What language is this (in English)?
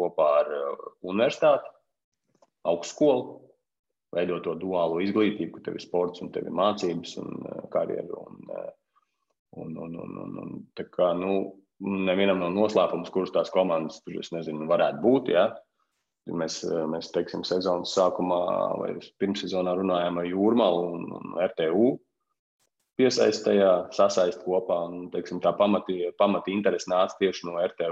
Latvian